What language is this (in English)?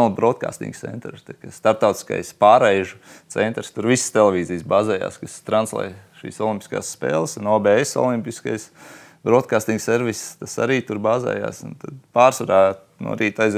Latvian